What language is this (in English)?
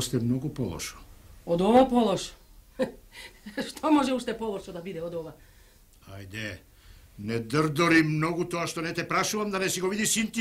Macedonian